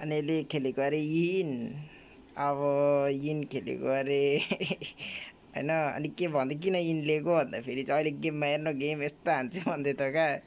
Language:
Nepali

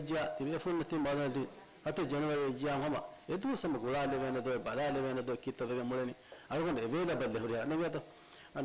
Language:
Divehi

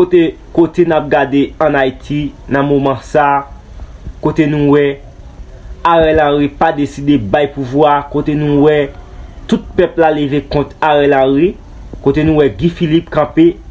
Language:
Haitian Creole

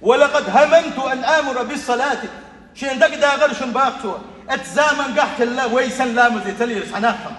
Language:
Chechen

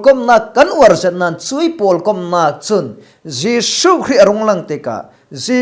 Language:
Falam Chin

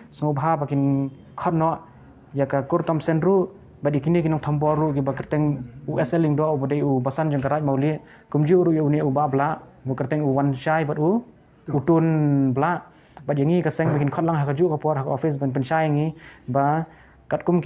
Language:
Khasi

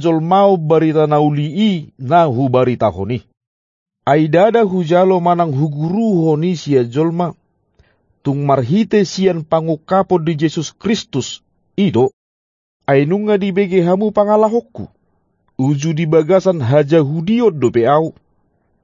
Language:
Batak Toba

